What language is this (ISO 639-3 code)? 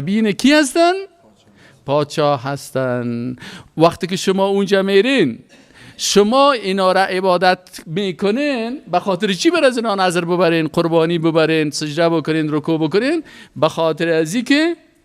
fas